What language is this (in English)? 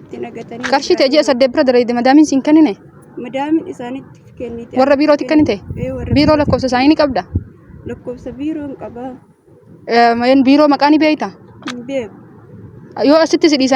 Oromo